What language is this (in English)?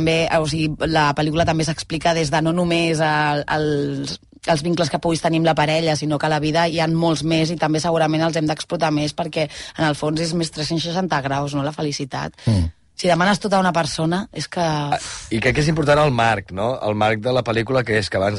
Catalan